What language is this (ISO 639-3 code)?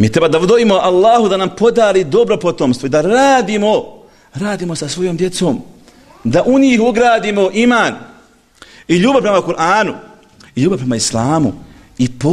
bos